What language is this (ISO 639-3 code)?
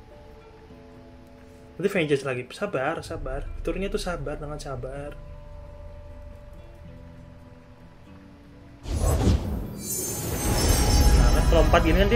ind